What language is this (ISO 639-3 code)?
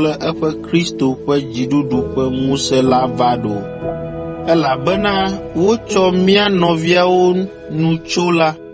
ewe